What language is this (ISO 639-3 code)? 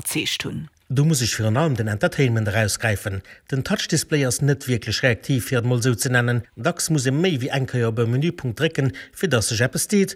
ltz